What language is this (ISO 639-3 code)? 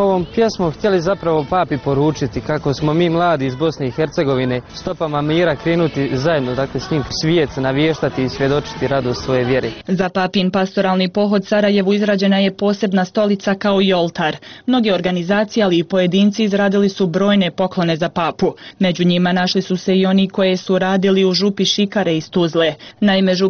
hrv